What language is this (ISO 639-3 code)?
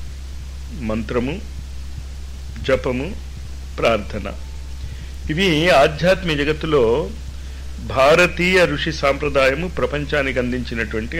tel